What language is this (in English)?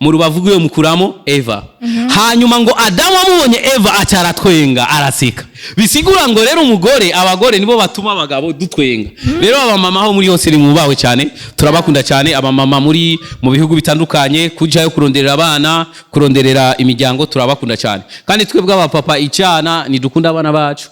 Rundi